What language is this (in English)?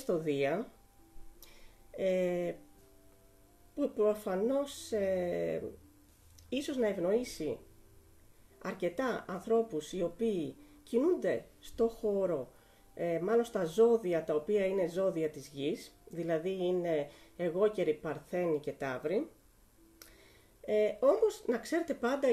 Greek